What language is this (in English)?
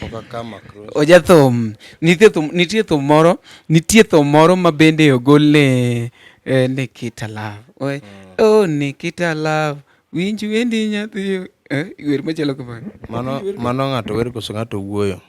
Luo (Kenya and Tanzania)